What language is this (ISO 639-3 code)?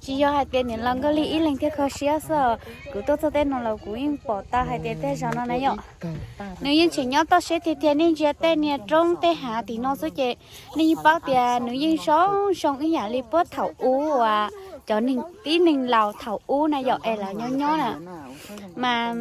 hmn